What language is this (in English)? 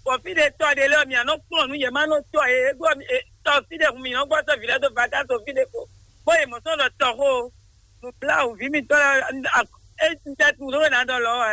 Fon